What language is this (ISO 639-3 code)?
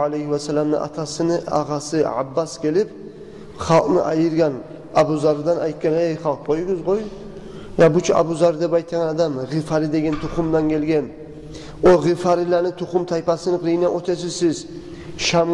kum